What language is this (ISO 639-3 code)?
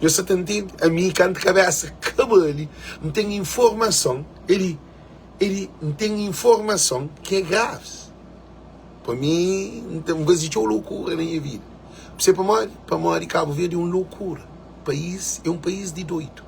kea